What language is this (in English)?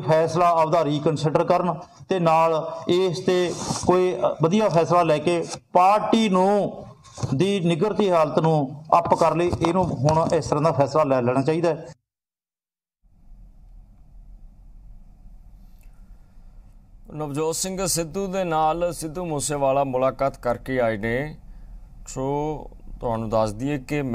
Punjabi